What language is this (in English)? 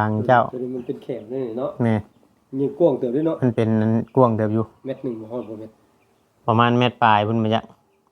Northeastern Thai